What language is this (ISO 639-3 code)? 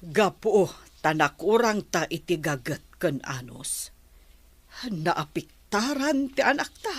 ilo